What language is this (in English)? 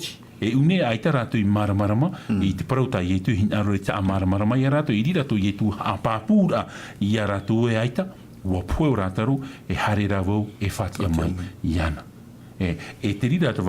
Tahitian